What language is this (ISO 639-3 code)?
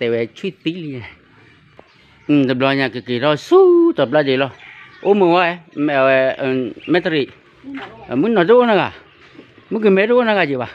ksw